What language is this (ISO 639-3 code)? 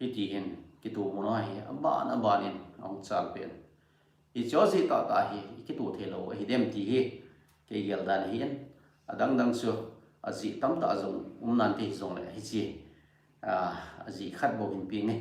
tcz